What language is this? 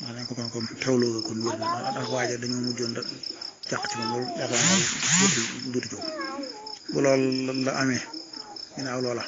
Wolof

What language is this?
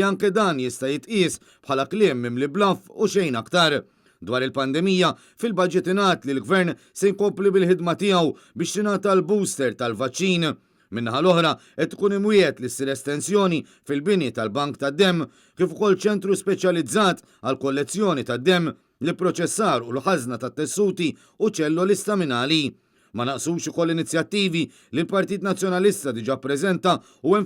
Maltese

